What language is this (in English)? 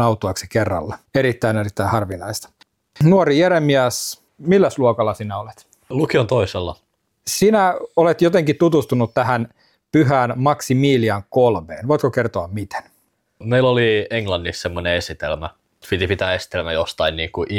Finnish